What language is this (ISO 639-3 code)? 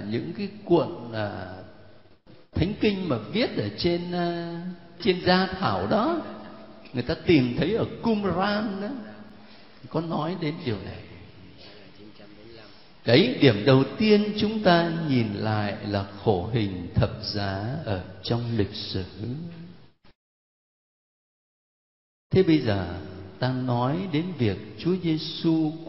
vie